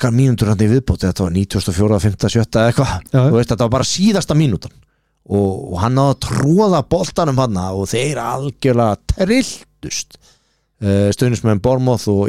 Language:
Icelandic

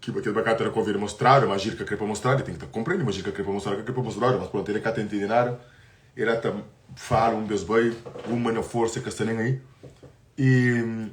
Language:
Kabuverdianu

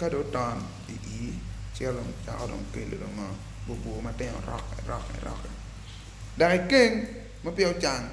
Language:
Acoli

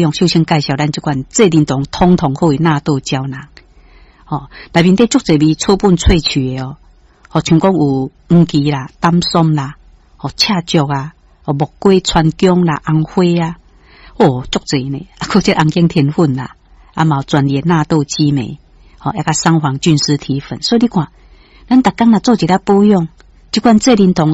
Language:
Min Nan Chinese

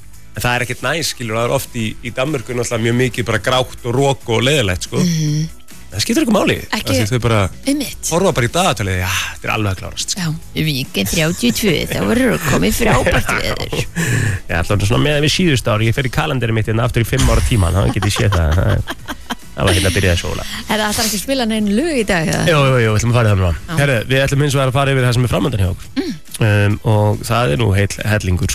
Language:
Icelandic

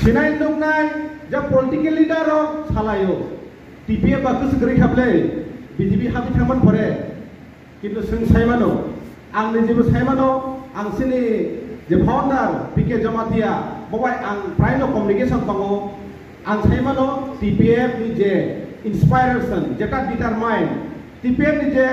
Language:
Riang (India)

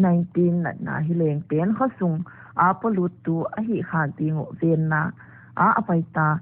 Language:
Paite Chin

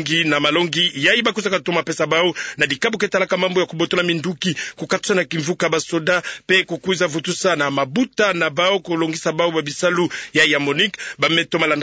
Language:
Kituba (Democratic Republic of Congo)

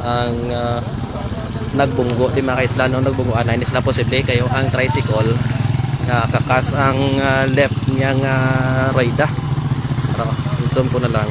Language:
Hiligaynon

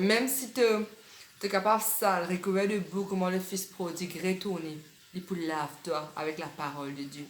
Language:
Morisyen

